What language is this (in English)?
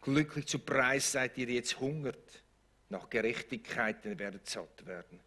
Swiss German